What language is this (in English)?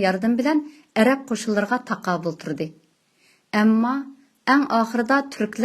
Uyghur